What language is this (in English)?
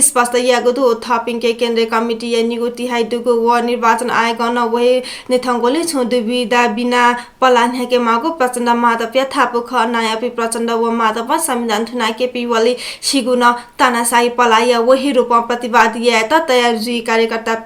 Newari